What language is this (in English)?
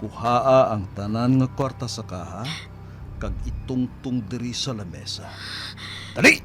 Hiligaynon